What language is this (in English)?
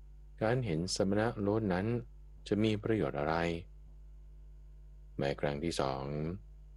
Thai